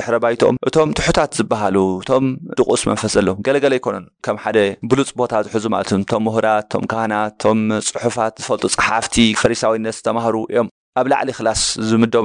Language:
Tigrinya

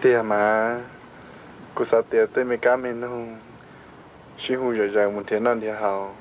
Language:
Hmong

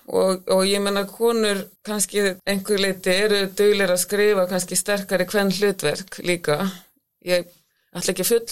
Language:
Icelandic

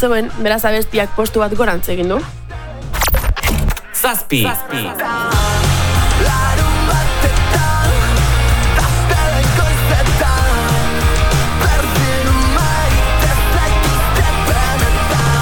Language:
Basque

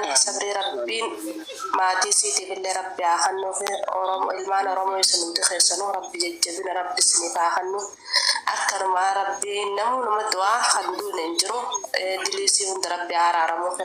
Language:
Oromo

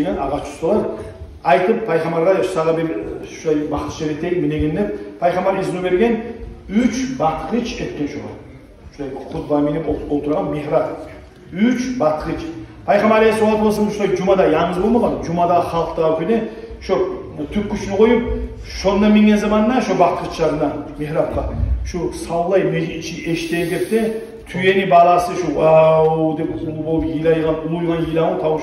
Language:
Kumyk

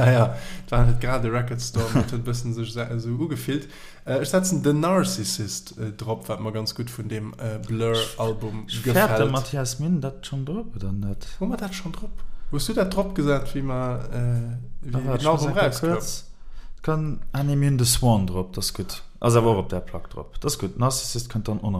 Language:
Luxembourgish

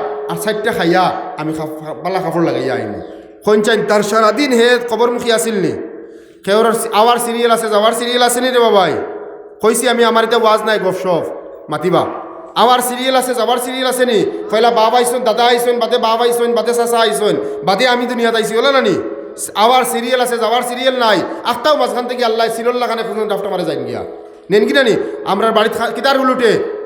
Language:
Sylheti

